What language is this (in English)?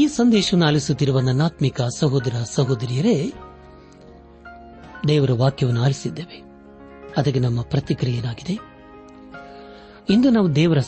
Kannada